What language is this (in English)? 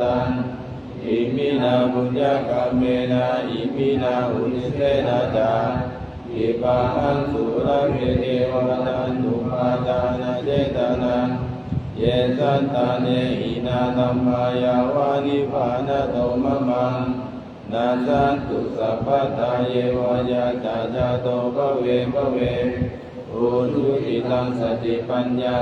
Pali